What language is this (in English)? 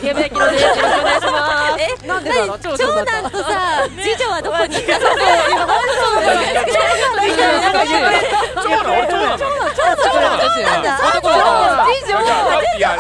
Japanese